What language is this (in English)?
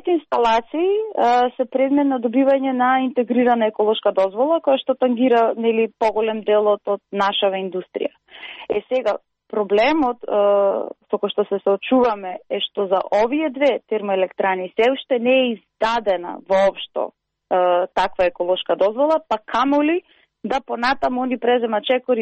Macedonian